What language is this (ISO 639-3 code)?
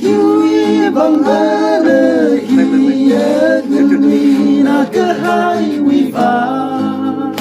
nmf